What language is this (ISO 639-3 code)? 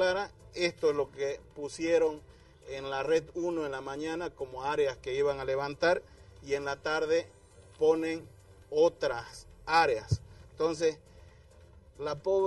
spa